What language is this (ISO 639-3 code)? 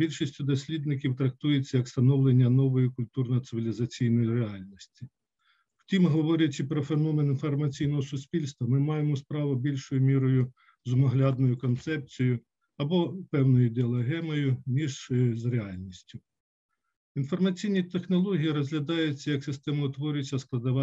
ukr